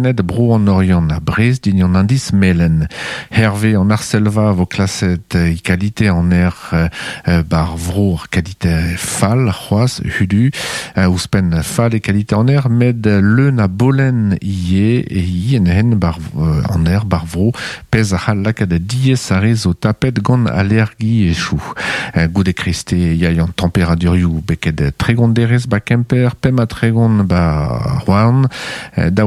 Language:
Breton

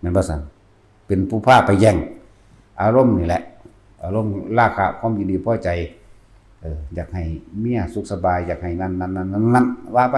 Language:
Northeastern Thai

